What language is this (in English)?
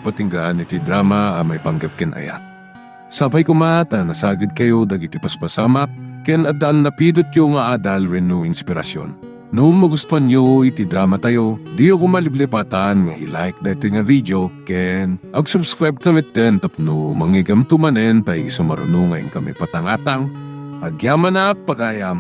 Iloko